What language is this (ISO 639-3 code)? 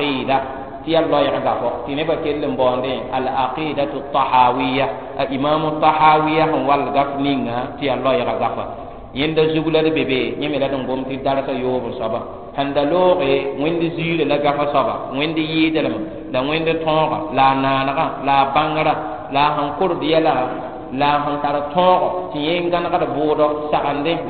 mos